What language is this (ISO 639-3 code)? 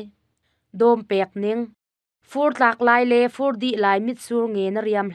cnh